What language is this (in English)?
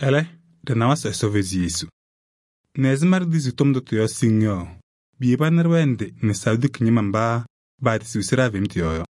Kabiyè